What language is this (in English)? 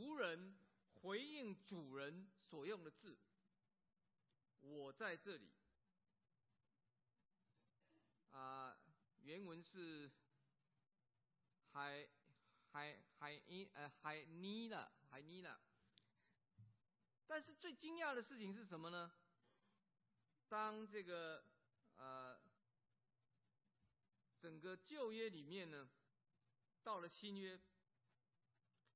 Chinese